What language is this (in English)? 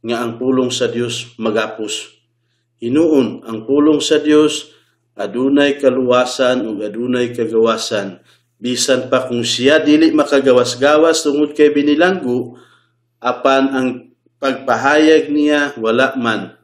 Cebuano